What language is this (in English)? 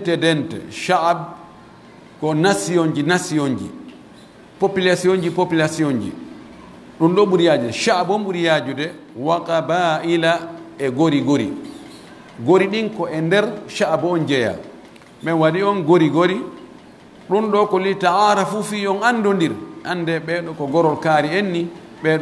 Pular